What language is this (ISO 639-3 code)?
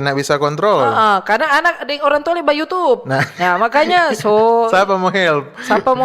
xmm